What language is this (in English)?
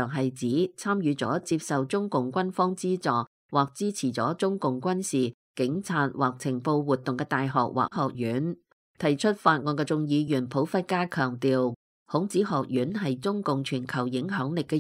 Cantonese